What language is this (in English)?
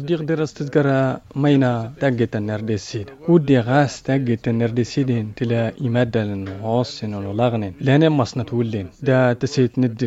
Tamasheq